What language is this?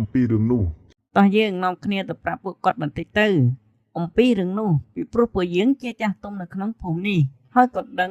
Khmer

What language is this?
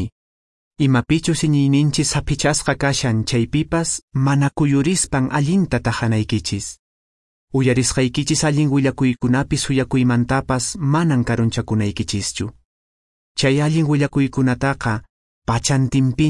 Quechua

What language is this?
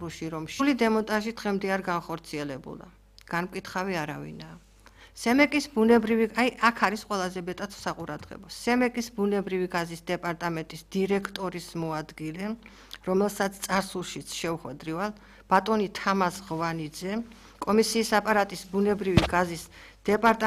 Georgian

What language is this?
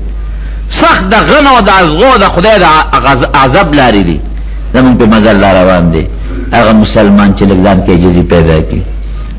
Pashto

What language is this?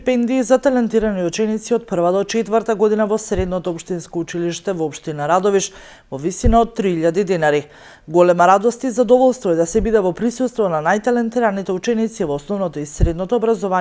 Macedonian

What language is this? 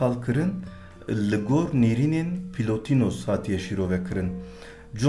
Kurdish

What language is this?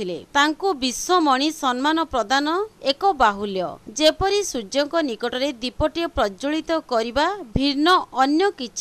Odia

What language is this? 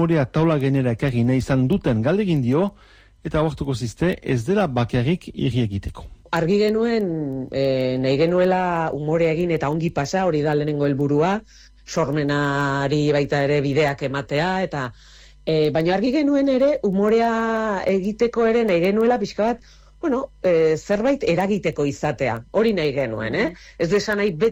Basque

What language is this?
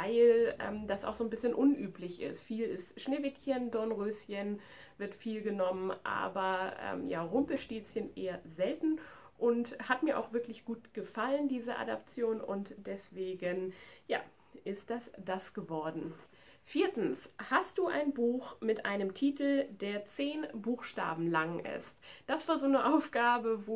German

